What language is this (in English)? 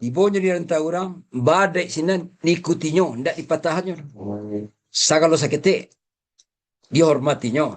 Minangkabau